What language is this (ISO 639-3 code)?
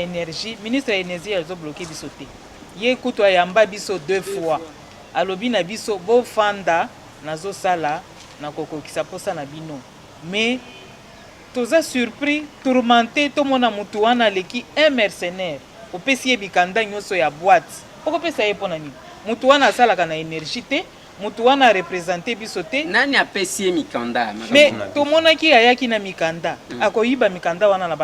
lin